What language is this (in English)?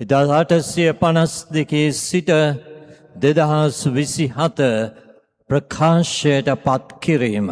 Sinhala